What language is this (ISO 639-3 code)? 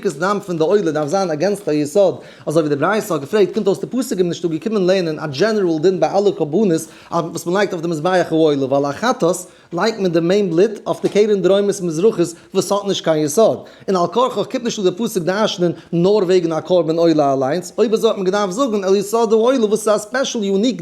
yid